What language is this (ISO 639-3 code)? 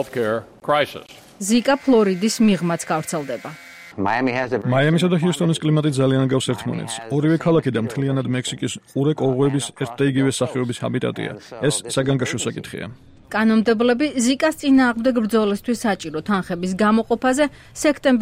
kat